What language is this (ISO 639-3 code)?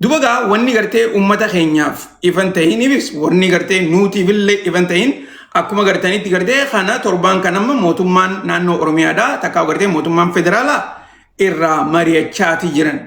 orm